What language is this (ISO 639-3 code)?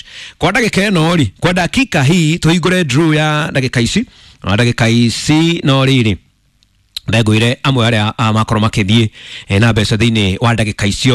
kik